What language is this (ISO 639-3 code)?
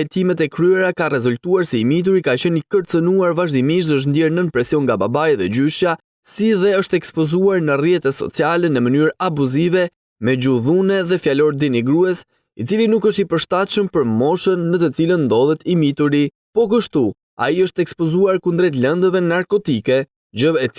sqi